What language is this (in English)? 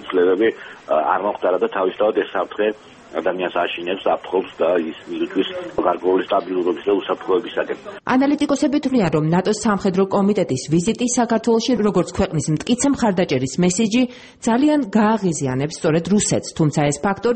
Georgian